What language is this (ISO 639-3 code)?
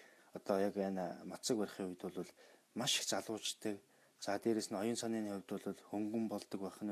mon